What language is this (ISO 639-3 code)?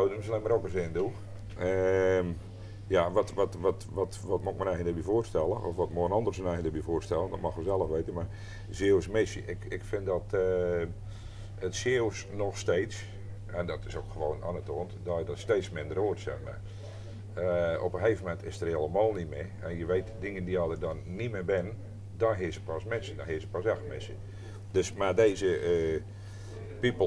nld